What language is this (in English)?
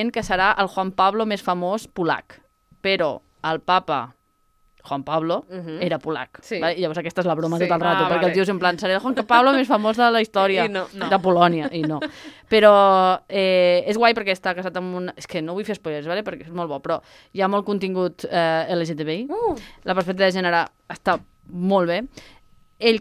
Catalan